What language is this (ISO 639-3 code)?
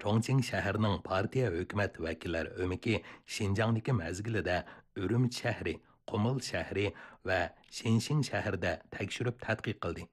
uig